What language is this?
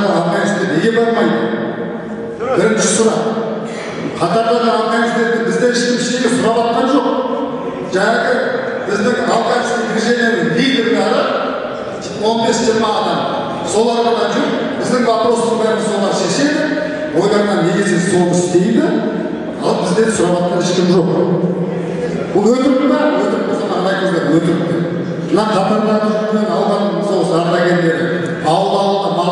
Kazakh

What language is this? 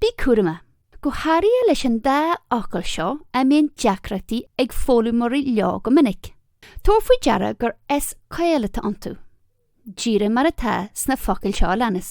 Irish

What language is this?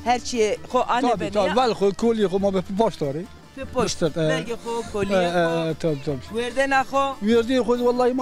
Zaza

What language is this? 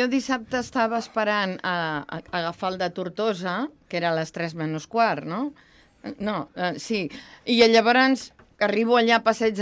Catalan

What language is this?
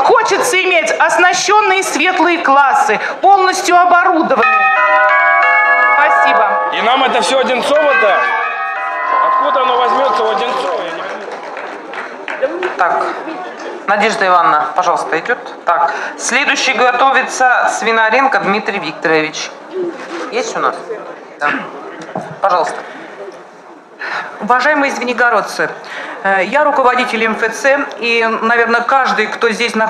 Russian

